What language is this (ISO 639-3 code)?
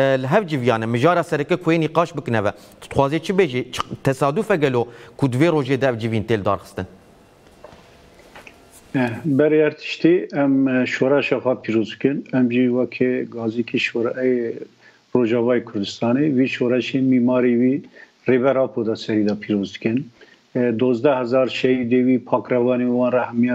kur